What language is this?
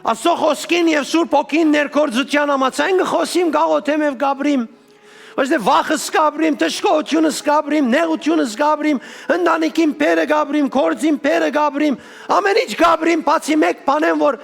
Western Armenian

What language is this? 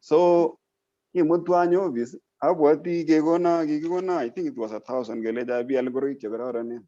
Kalenjin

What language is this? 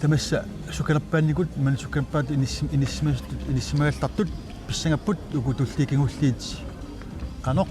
Kalaallisut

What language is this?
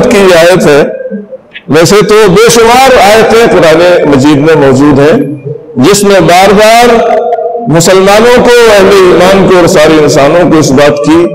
Urdu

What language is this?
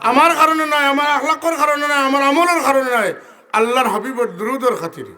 Sylheti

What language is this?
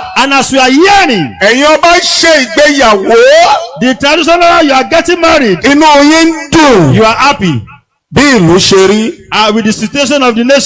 Yoruba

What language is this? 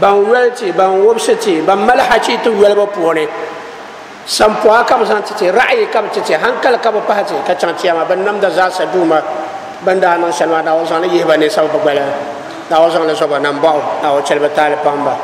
Dagbani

